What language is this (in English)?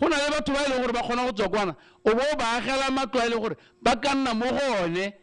Tswana